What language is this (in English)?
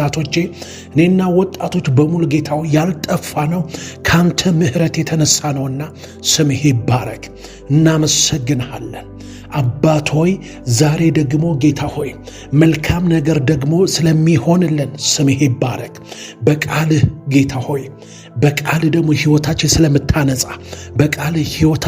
Amharic